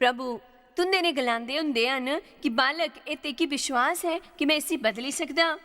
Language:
Dogri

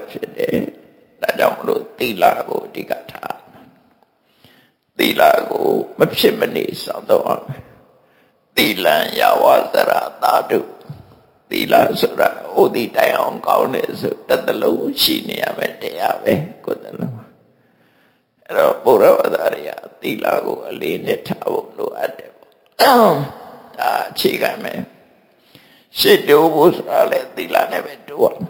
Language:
Burmese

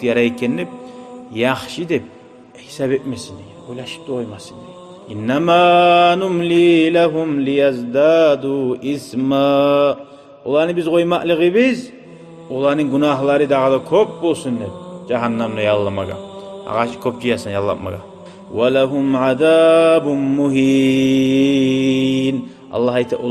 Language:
Kumyk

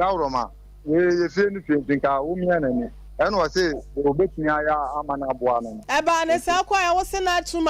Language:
Akan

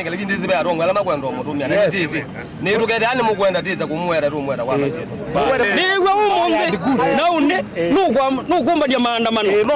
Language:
Kamba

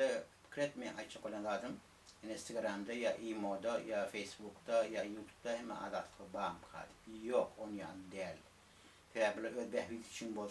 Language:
Turkmen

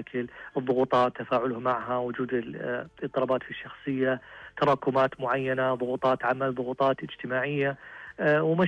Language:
Najdi Arabic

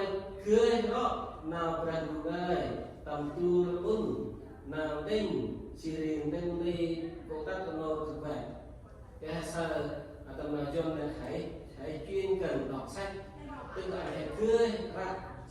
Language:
Central Mnong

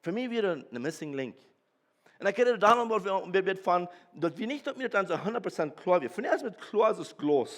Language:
Plautdietsch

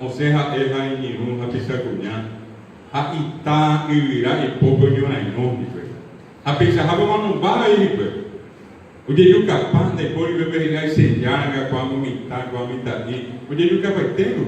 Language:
Guarani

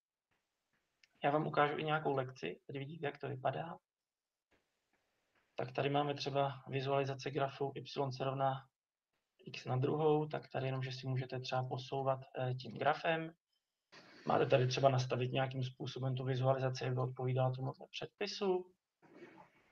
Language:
Czech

